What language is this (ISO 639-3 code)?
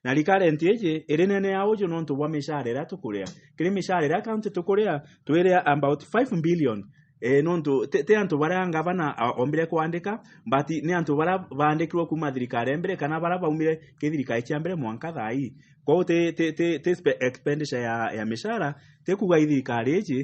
mer